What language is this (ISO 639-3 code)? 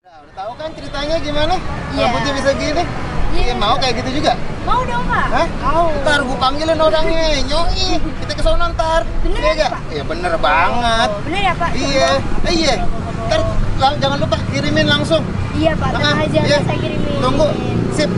bew